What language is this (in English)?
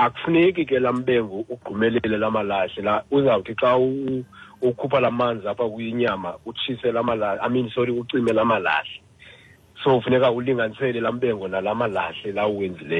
Xhosa